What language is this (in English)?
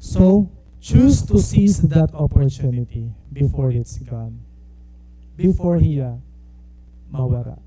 Waray